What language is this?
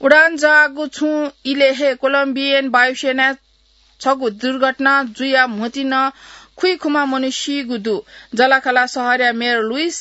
Newari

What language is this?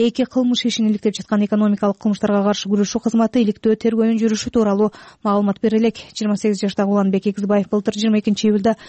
Kyrgyz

